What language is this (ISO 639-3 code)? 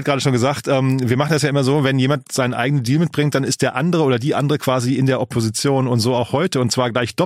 deu